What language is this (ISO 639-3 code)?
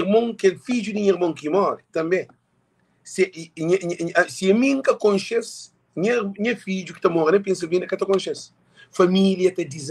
kea